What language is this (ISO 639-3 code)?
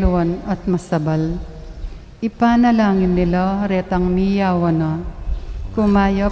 pam